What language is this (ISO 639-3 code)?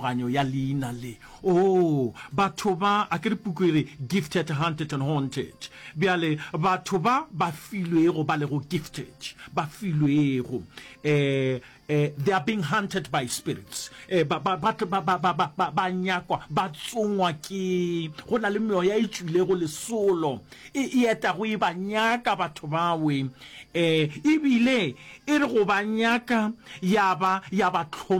nso